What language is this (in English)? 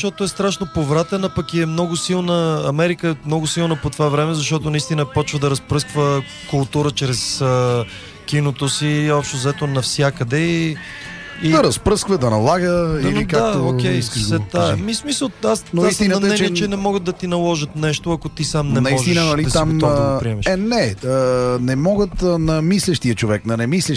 Bulgarian